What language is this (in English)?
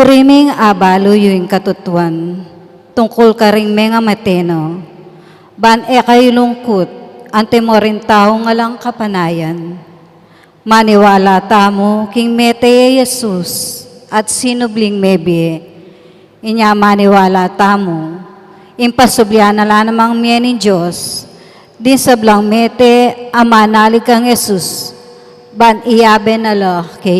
Pampanga